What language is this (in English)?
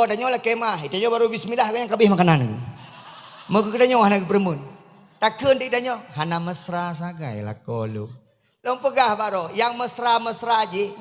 Achinese